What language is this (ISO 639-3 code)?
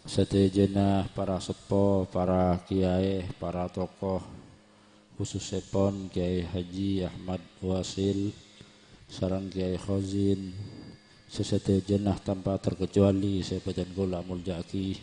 mad